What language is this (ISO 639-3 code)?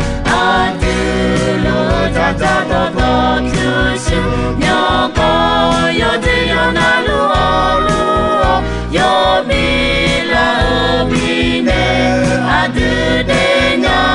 ahk